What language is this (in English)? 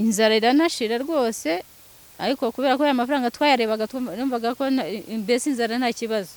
Kinyarwanda